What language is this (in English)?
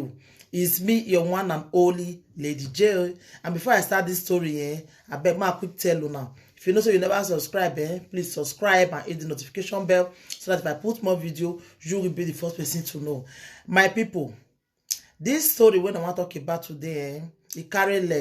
Nigerian Pidgin